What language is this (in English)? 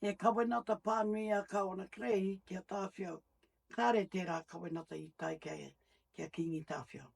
Māori